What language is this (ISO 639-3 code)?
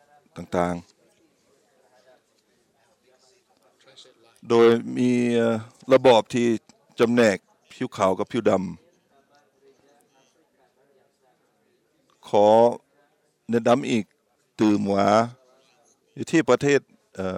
tha